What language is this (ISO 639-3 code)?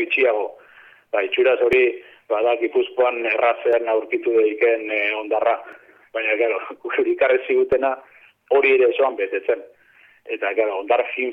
eus